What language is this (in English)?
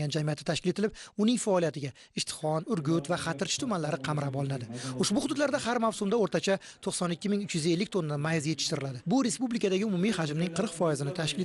Uzbek